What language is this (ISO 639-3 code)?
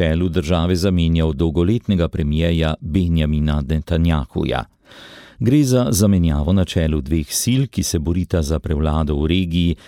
slv